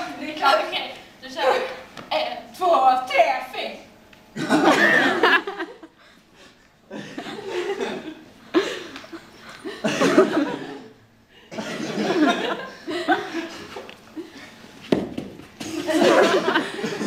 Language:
Swedish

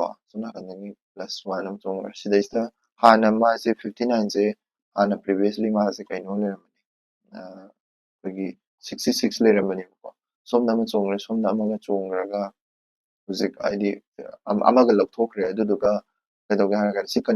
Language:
Manipuri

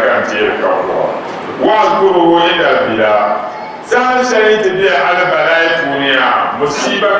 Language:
Dagbani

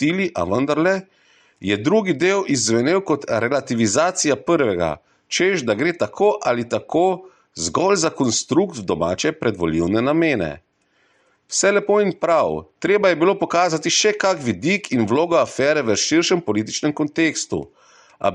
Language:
Slovenian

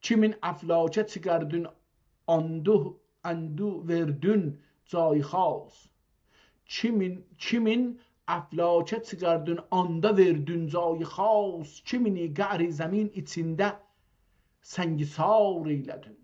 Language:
South Azerbaijani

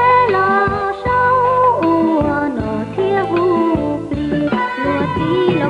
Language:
Hmong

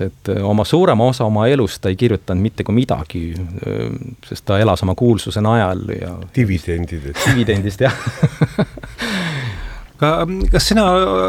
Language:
Estonian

